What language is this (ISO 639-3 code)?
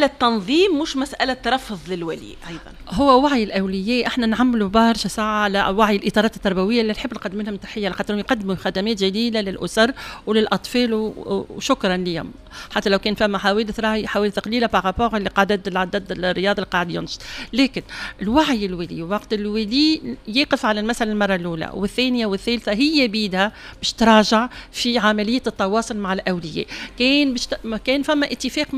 aeb